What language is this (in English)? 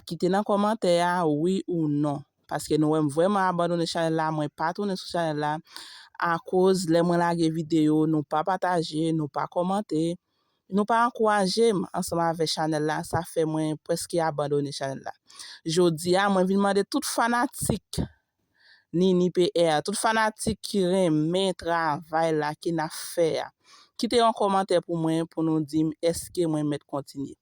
Haitian Creole